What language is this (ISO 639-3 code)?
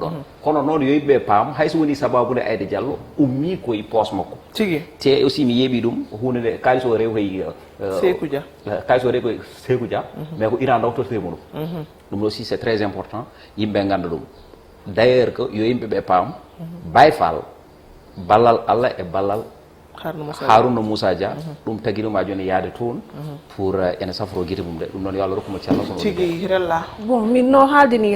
ful